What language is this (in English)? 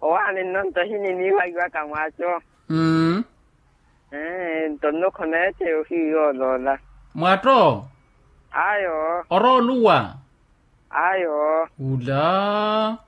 Makhuwa